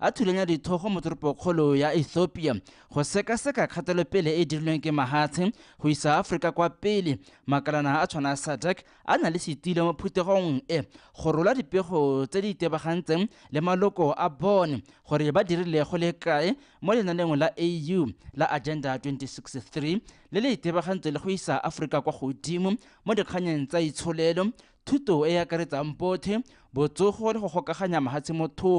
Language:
Tswana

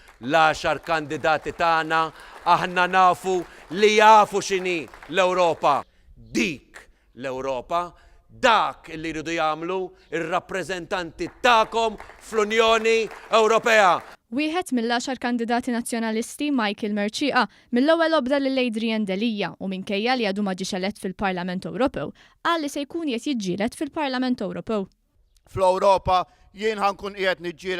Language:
Maltese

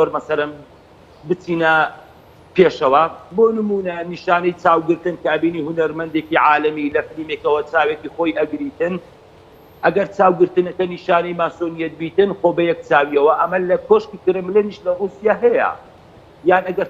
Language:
Central Kurdish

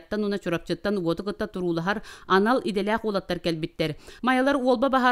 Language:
Yakut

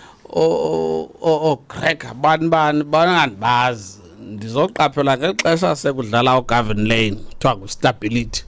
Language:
Xhosa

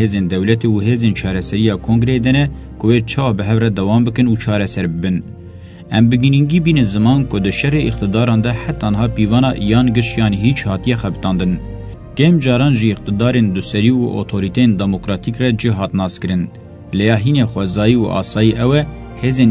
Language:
Kurdish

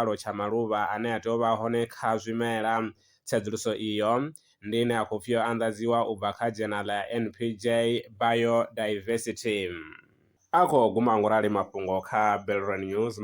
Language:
Venda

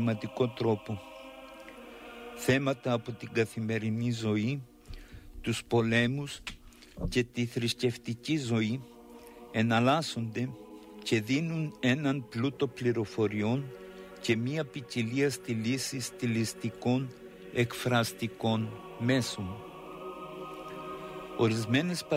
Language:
Greek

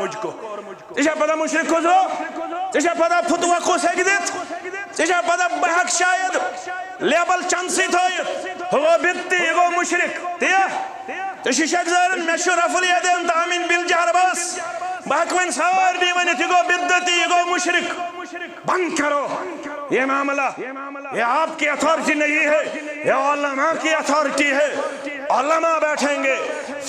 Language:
Kashmiri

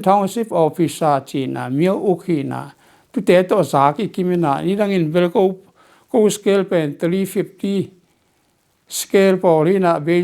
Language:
Tedim Chin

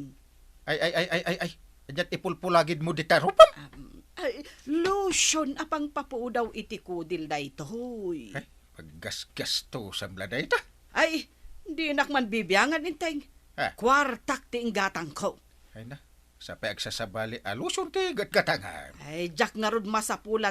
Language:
Iloko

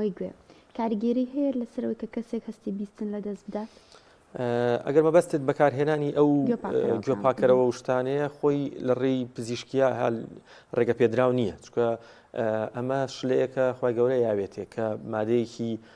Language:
Central Kurdish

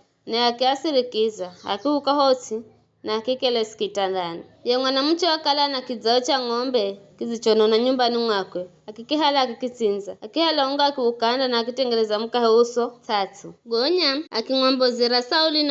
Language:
Giryama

